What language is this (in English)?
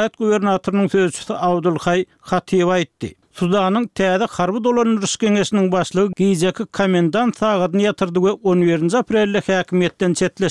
Turkmen